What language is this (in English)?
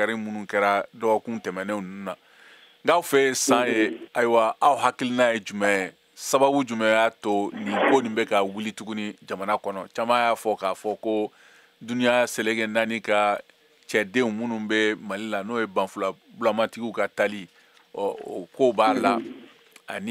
Bambara